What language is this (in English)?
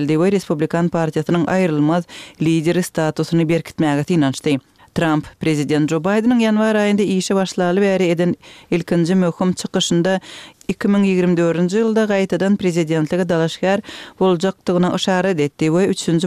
Turkmen